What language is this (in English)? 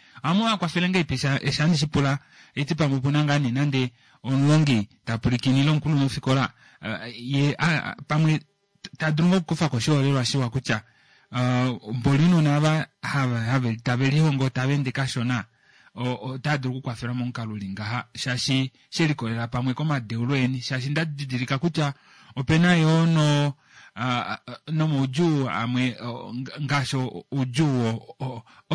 Kuanyama